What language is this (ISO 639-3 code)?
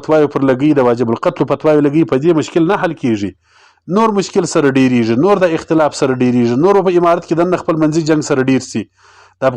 pus